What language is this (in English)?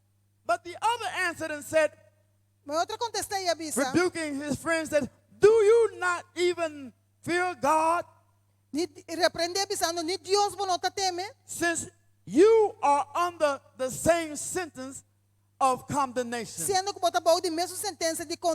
Papiamento